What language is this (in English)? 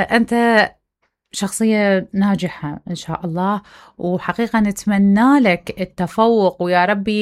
Mesopotamian Arabic